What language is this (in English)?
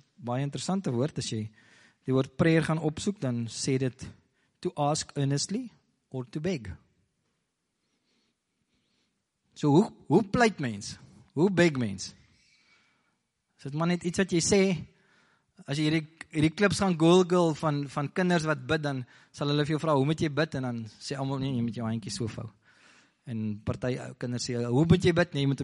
Afrikaans